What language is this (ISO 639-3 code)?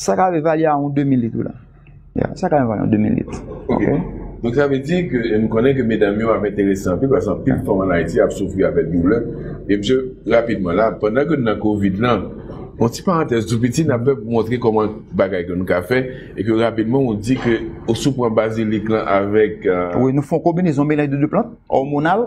hat